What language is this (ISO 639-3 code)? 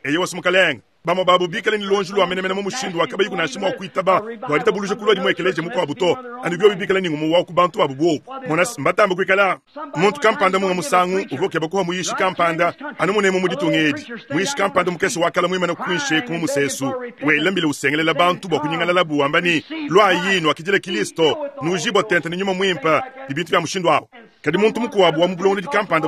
lua